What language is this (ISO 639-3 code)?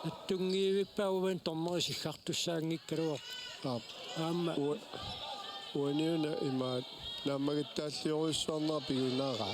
kal